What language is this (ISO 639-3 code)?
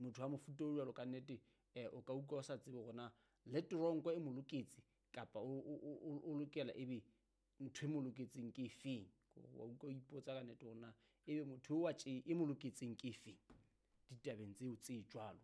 sot